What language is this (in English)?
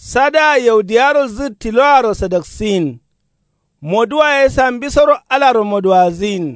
Kanuri